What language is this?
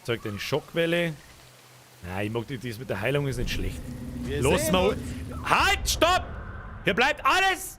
Bavarian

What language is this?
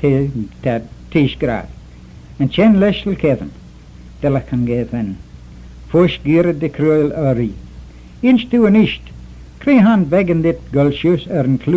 Manx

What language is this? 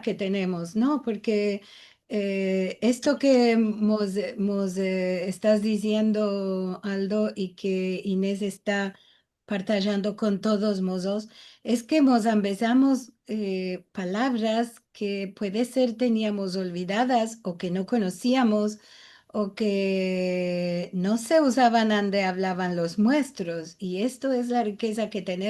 Ladino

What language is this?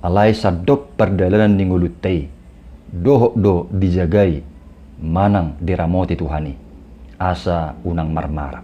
Batak Toba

